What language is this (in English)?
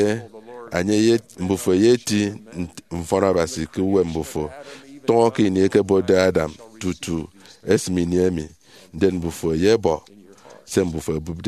Efik